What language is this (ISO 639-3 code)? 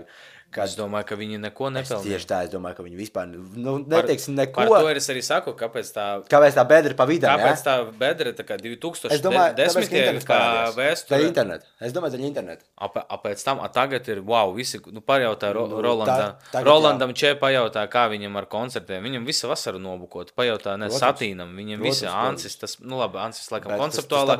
lav